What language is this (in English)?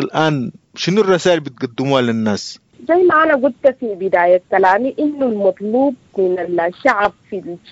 Sudanese Arabic